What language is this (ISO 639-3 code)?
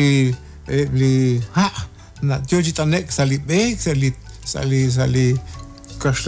kek